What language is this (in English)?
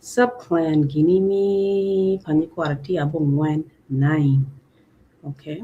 Acoli